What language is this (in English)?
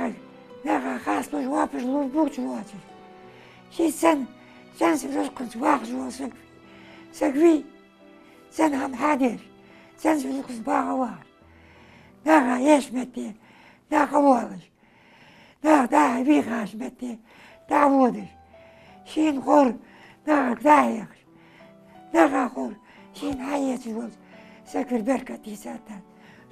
Ingush